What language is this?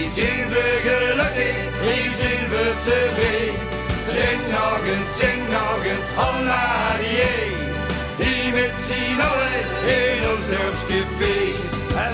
Limburgish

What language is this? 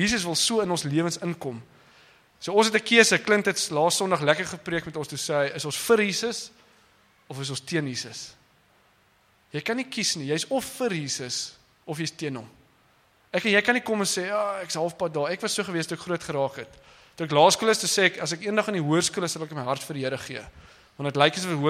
Afrikaans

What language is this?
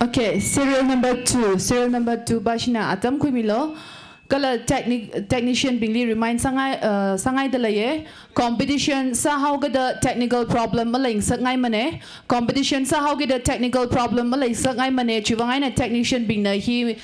Tangkhul Naga (India)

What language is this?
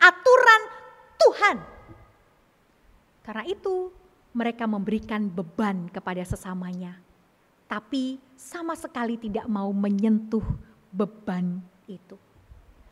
Indonesian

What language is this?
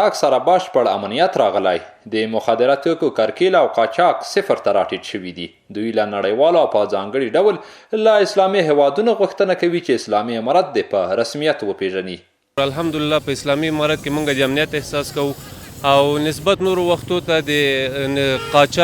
Pashto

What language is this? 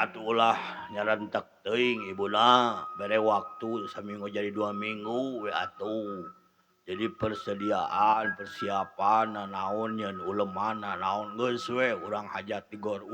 Sundanese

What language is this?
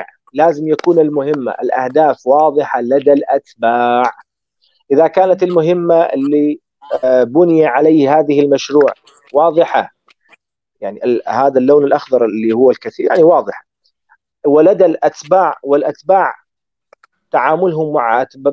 Arabic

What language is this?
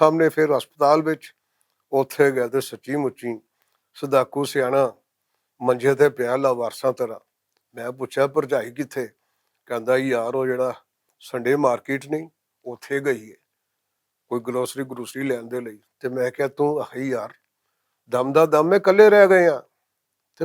Western Panjabi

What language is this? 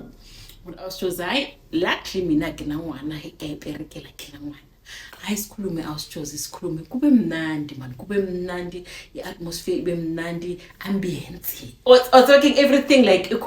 Zulu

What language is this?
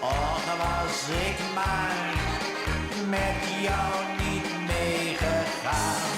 Limburgish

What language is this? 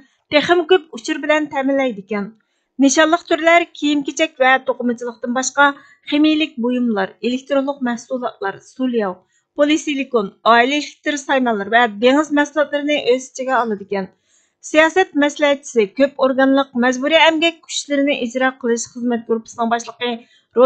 Uyghur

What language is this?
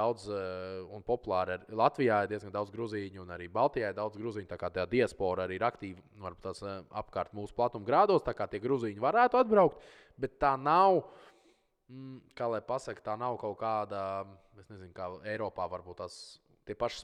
Latvian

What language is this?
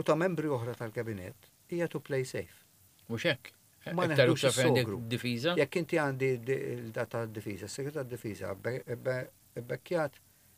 Maltese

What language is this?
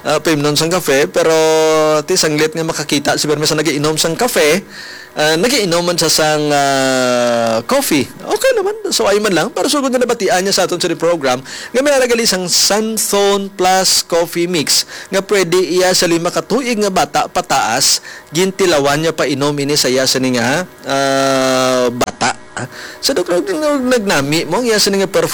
Hiligaynon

